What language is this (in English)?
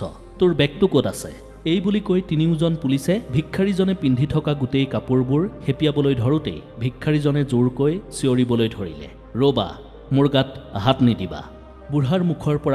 Assamese